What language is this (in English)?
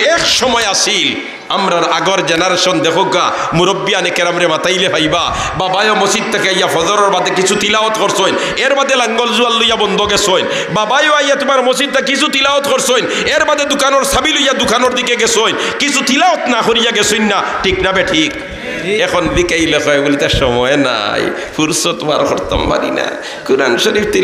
Sylheti